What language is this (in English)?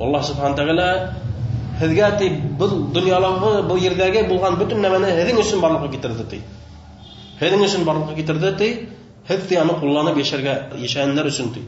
Bashkir